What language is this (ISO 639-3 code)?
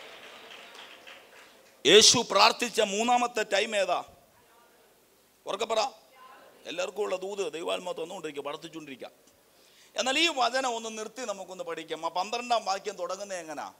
mal